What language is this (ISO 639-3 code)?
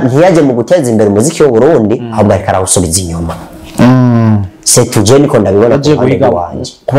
run